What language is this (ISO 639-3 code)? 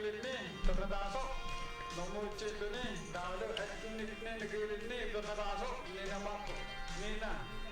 kal